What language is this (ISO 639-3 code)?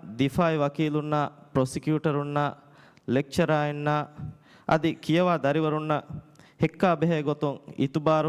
div